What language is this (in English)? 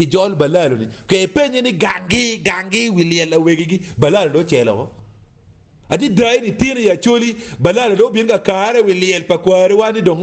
Acoli